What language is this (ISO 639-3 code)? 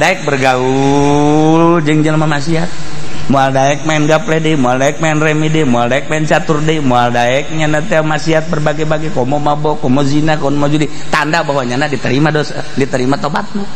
sun